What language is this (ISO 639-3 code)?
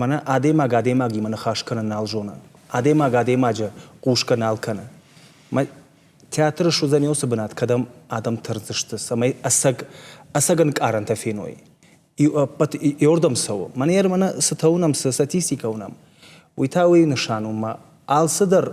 oss